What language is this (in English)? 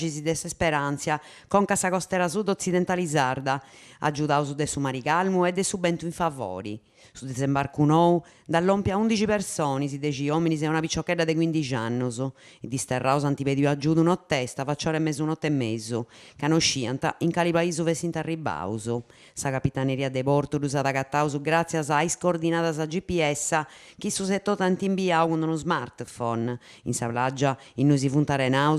Sardinian